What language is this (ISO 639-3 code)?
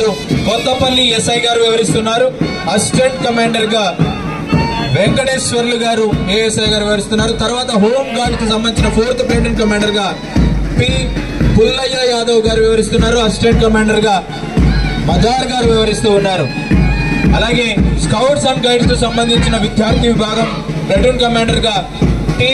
tel